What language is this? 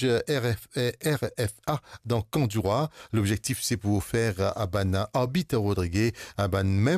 Morisyen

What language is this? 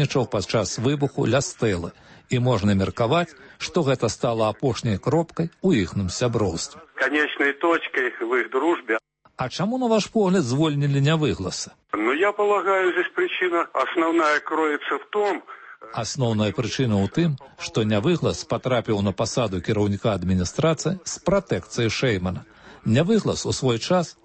Belarusian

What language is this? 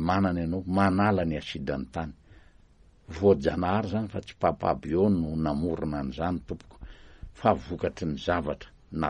Malagasy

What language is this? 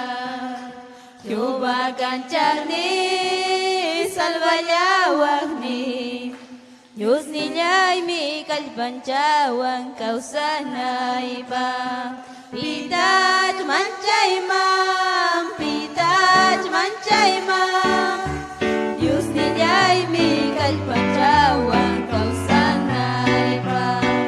Ayacucho Quechua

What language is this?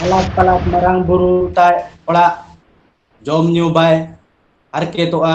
Santali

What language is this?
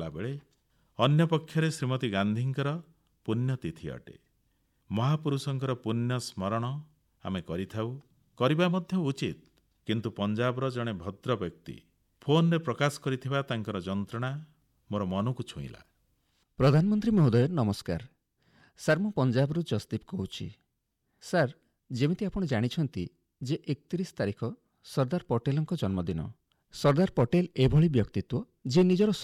Odia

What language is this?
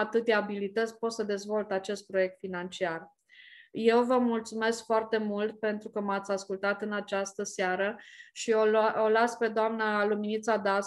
Romanian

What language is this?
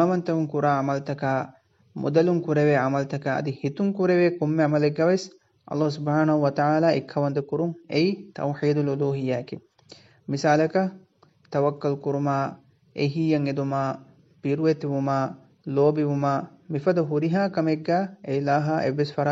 Divehi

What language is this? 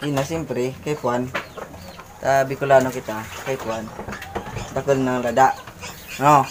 Bikol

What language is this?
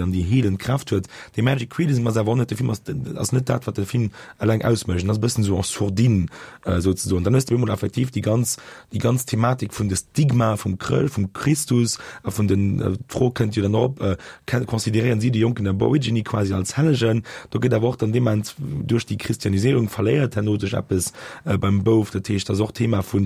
Luxembourgish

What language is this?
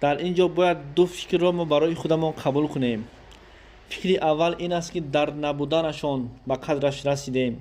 Tajik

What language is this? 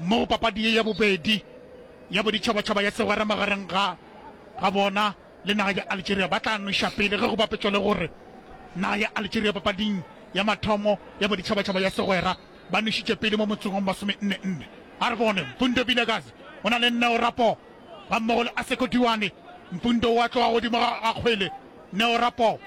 Northern Sotho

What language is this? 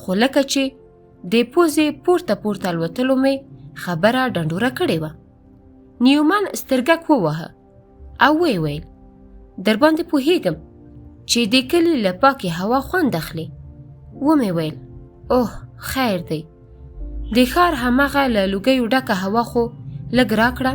Pashto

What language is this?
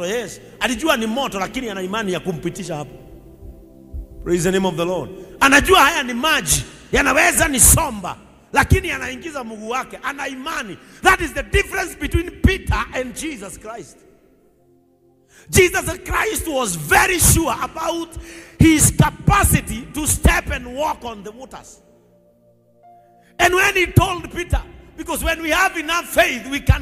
Swahili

